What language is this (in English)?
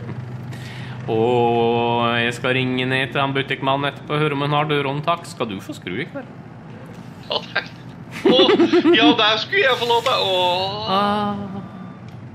Norwegian